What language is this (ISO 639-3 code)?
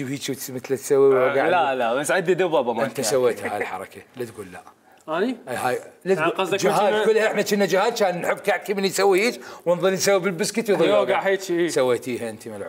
acm